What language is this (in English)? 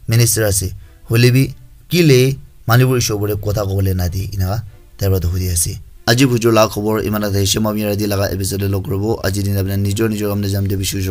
Naga Pidgin